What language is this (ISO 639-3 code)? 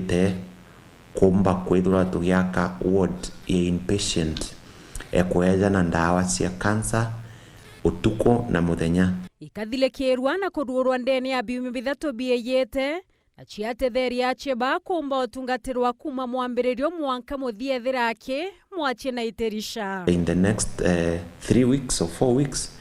mer